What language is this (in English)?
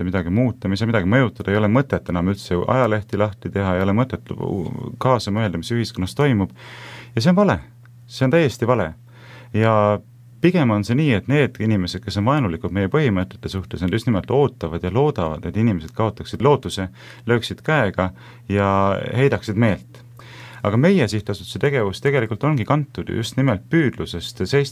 Estonian